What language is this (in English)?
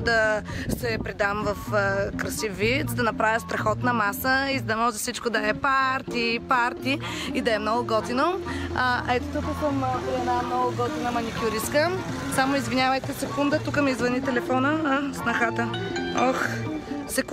Bulgarian